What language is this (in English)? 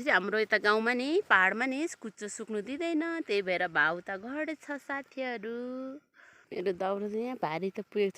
Nepali